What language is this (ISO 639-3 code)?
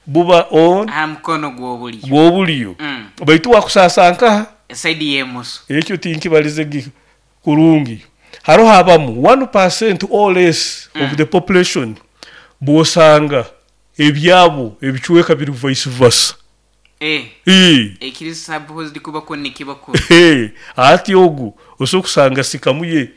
nyo